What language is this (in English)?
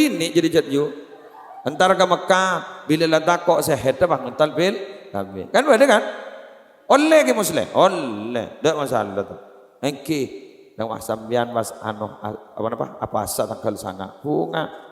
Madurese